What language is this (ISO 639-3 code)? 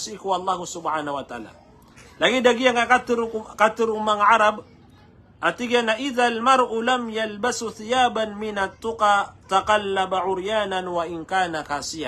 mrw